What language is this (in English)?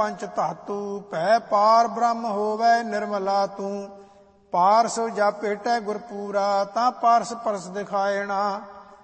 Punjabi